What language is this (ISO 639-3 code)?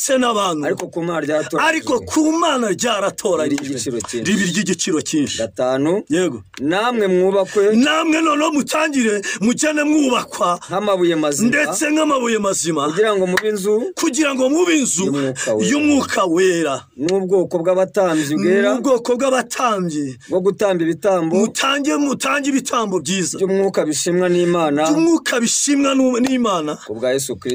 kin